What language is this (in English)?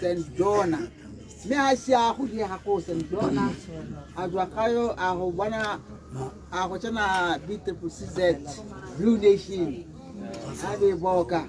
Tswana